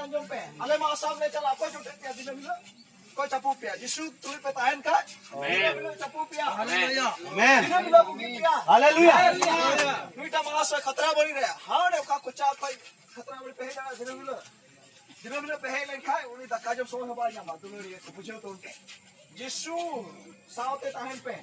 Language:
Santali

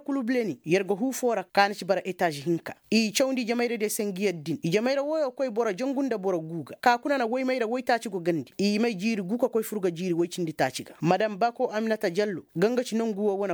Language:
Koyraboro Senni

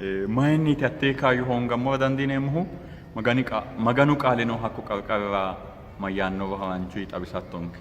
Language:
Sidamo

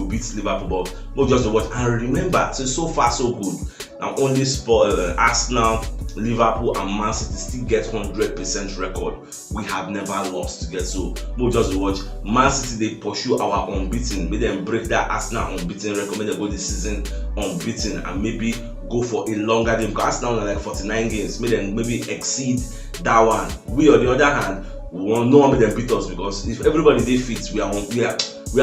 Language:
Nigerian Pidgin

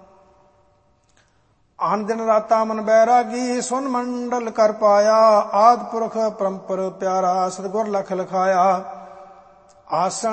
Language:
Punjabi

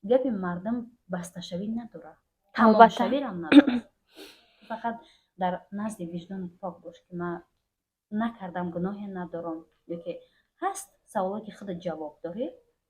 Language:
Tajik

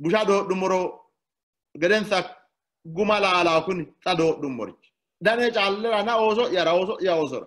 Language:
Sidamo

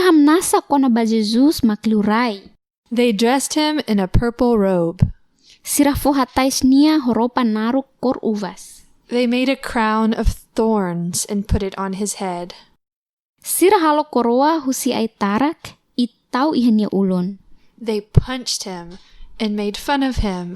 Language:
Tetum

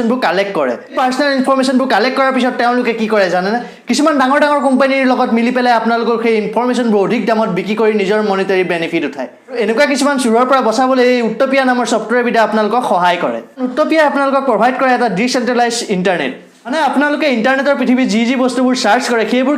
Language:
Assamese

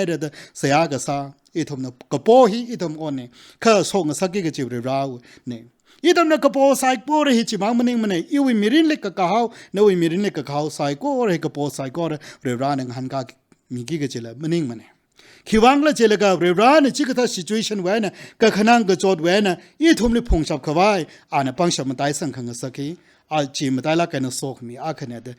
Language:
Tangkhul Naga (India)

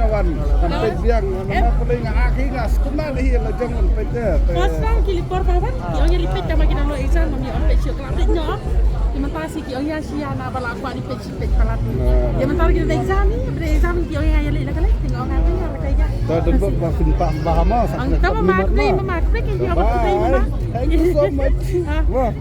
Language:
Khasi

